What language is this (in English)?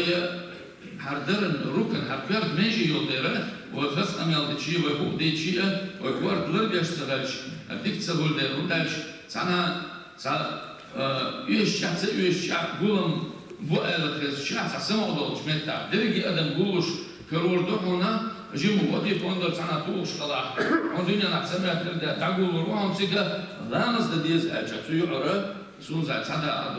Chechen